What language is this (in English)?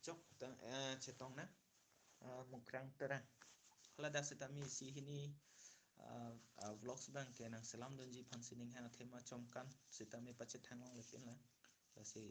Karbi